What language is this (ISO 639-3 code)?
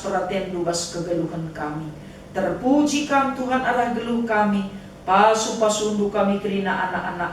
btx